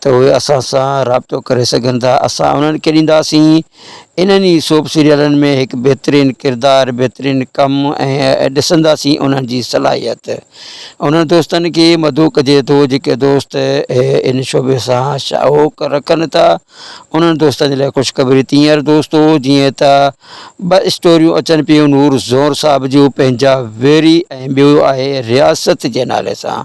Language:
Sindhi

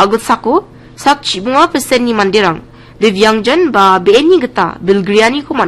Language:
Garo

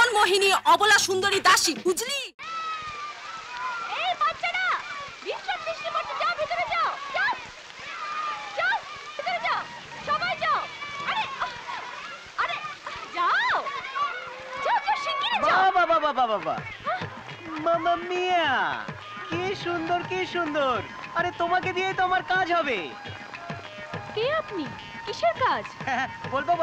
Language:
Bangla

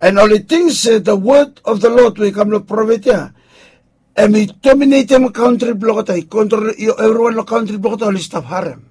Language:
Bislama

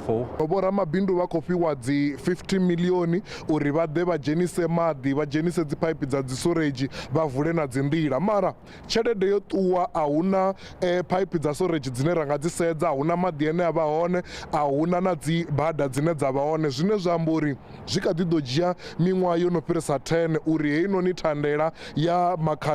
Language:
Venda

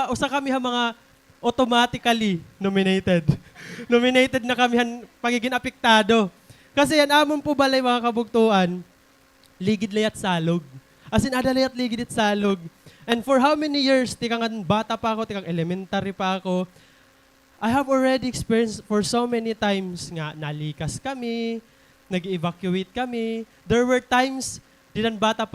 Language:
Waray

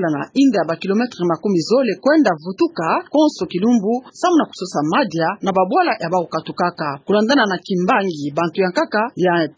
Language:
Kituba (Democratic Republic of Congo)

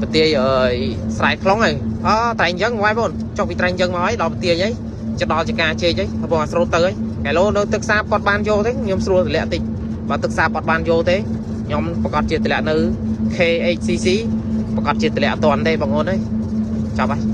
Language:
Khmer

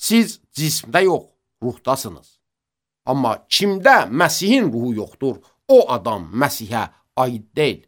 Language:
Azerbaijani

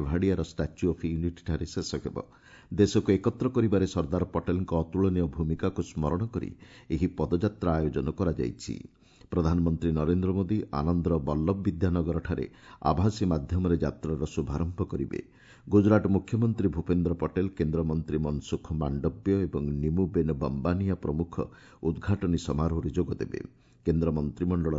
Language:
Odia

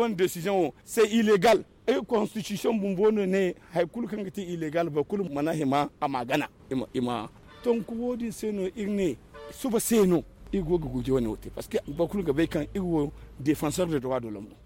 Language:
Zarma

